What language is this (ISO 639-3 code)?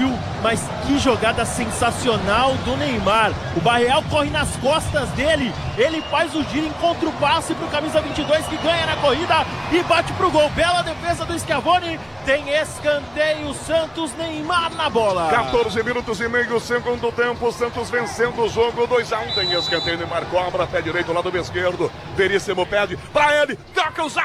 por